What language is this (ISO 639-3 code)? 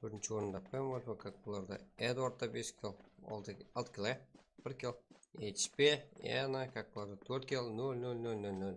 kaa